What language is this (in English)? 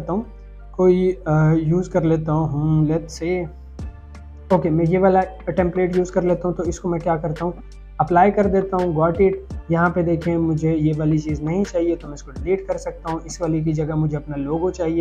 Hindi